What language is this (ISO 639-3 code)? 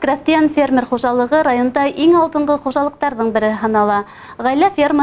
bak